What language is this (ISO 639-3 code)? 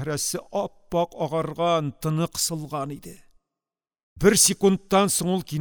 tat